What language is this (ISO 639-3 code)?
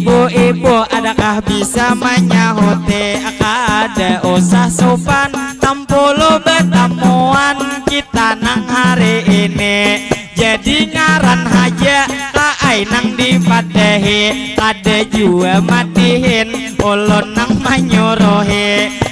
bjn